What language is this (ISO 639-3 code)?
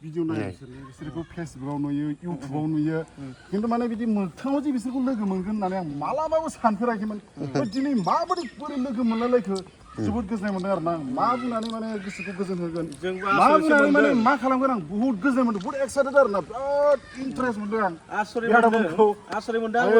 brx